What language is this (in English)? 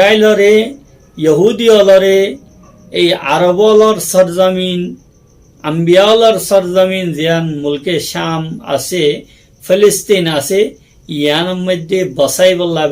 Rohingya